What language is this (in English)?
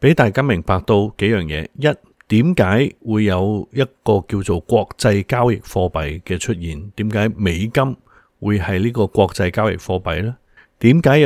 Cantonese